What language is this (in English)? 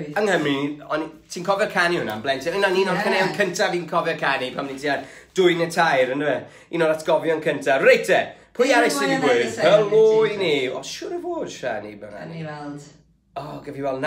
Welsh